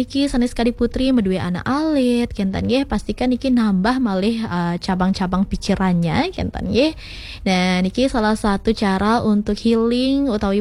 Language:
Balinese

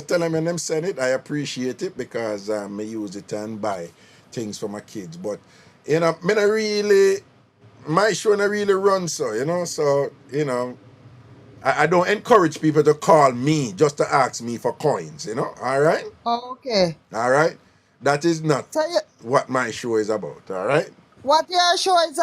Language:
Jamaican Creole English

